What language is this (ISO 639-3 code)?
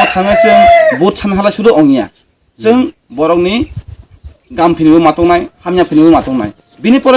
trp